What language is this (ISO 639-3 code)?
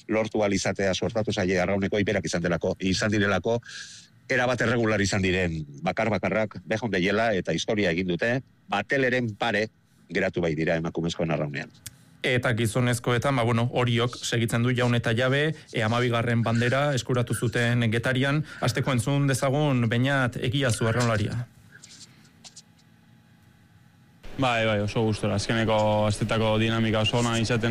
eus